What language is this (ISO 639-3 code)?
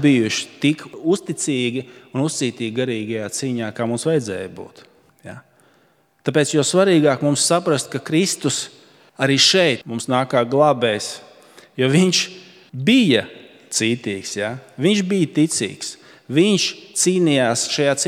lav